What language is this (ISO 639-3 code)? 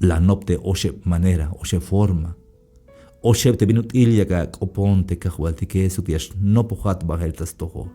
tzh